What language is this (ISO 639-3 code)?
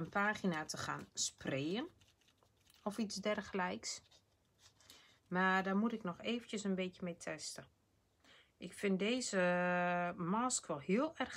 nld